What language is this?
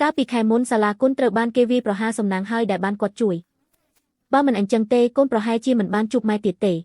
Khmer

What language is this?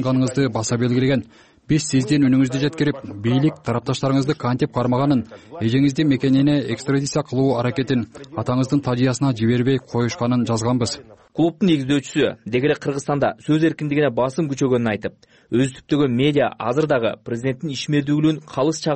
Kyrgyz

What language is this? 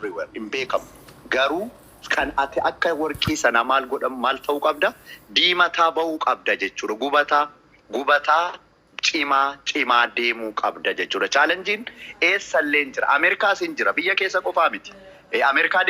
Oromo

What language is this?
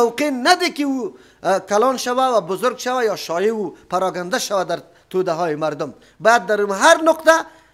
Persian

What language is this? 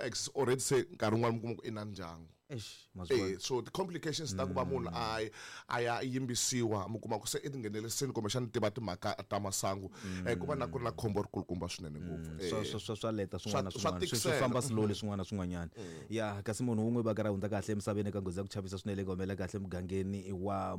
Tsonga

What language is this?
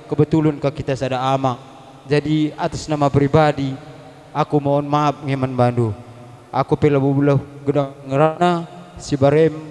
Batak Karo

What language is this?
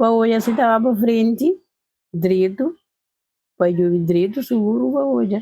Kabuverdianu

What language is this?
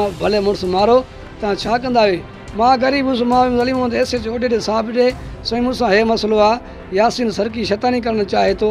Sindhi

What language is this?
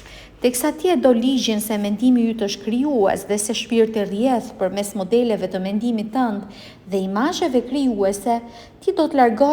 Albanian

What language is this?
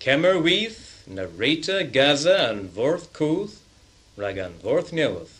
Cornish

